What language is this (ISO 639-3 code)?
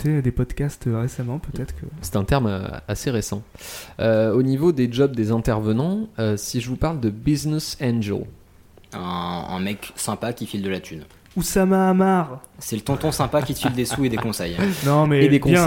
fra